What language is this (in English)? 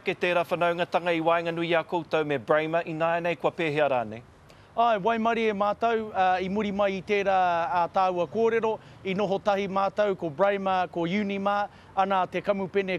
Māori